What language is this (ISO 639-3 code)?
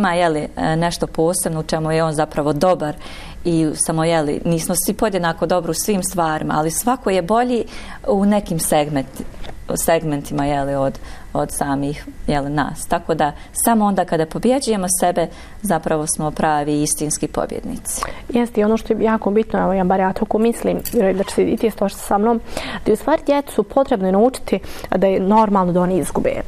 bos